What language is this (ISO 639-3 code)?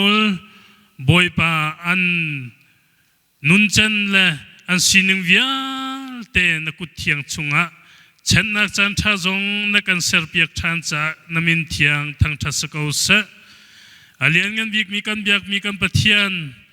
cnh